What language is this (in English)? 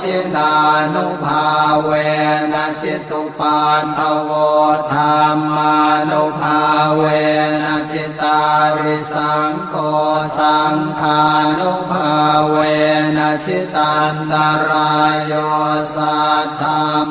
Pali